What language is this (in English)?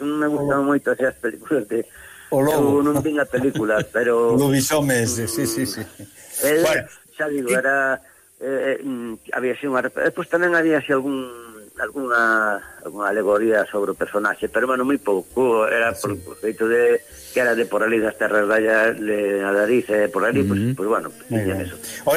Galician